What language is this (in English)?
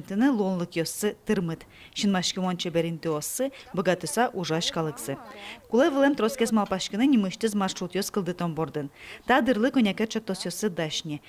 Udmurt